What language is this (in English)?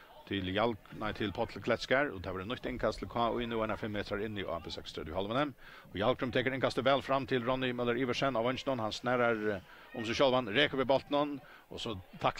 Faroese